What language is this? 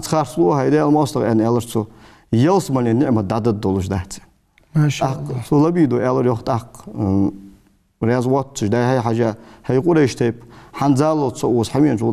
Ingush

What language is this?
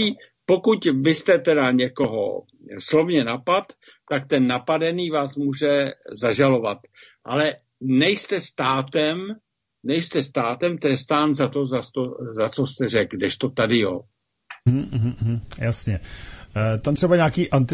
Czech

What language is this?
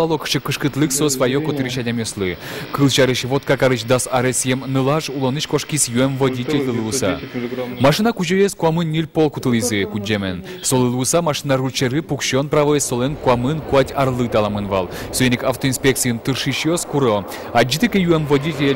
Udmurt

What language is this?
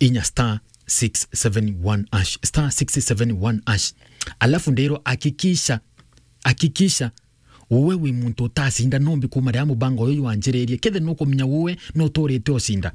Meru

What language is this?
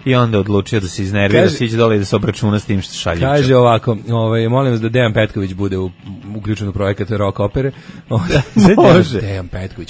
Serbian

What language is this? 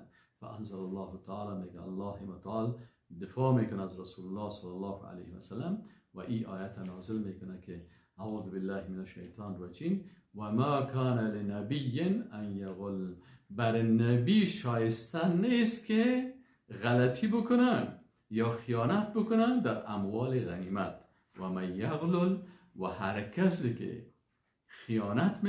Persian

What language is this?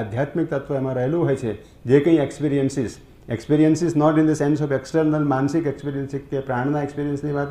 Gujarati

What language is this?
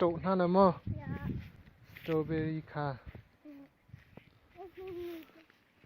Hakha Chin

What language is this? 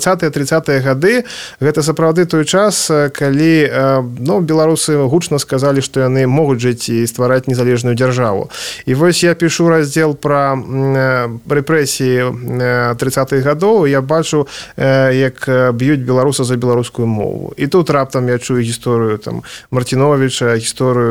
Belarusian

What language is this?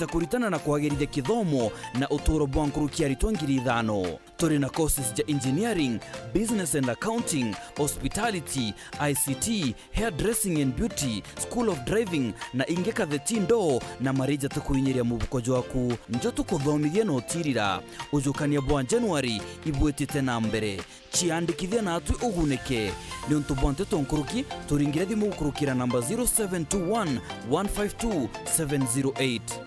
Meru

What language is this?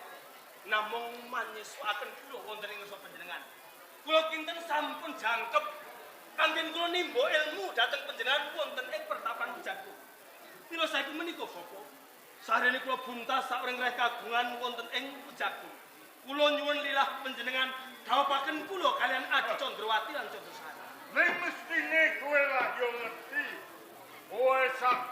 Javanese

